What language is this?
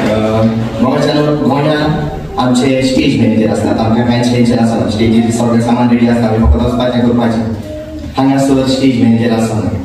Konkani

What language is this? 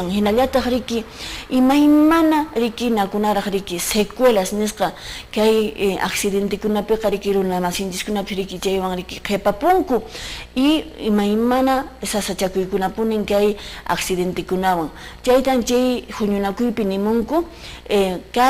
Quechua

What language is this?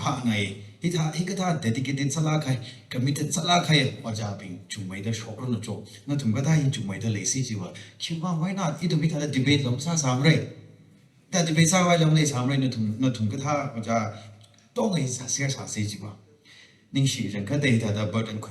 Tangkhul Naga (India)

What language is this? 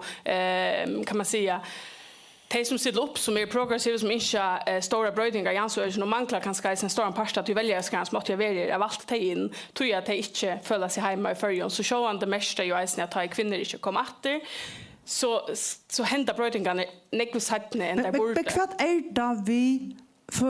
Faroese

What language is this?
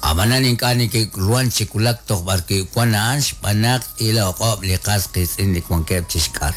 Kekchí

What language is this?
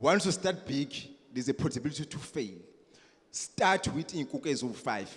Zulu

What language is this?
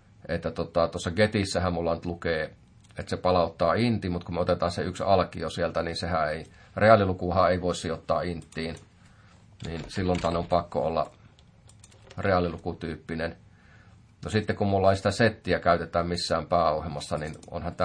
Finnish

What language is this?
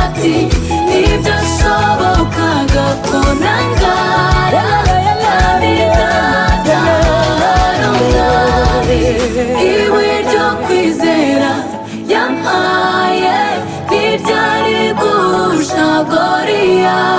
Kinyarwanda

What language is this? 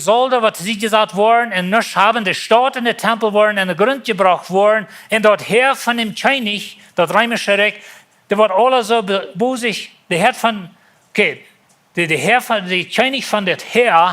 Plautdietsch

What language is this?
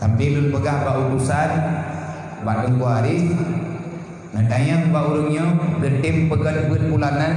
Achinese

